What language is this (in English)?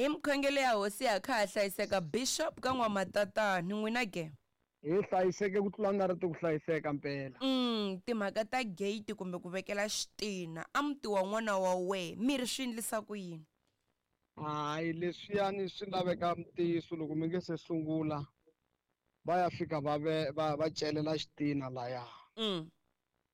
Tsonga